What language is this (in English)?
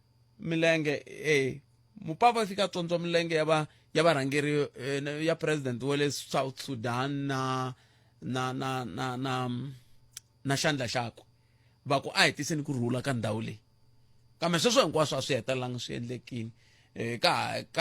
Tsonga